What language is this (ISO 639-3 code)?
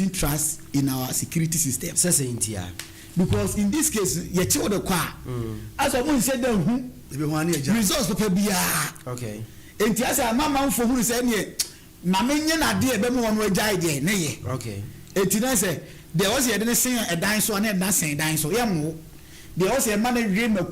aka